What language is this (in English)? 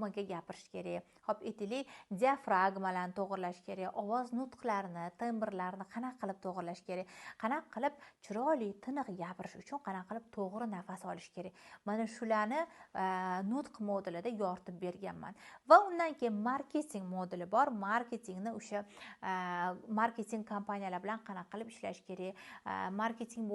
Uzbek